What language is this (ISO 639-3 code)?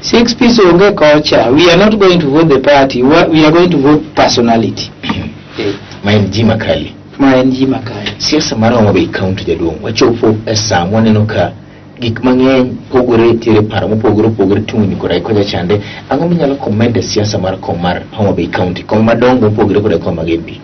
luo